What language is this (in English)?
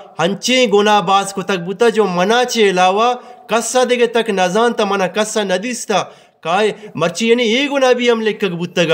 Eastern Balochi